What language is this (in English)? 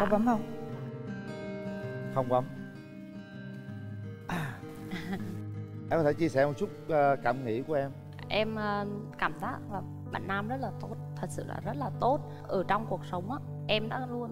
Vietnamese